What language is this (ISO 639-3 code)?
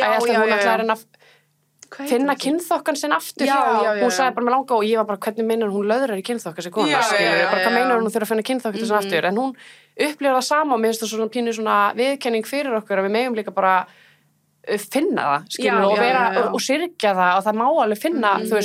isl